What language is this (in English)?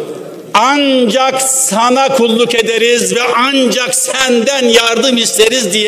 Turkish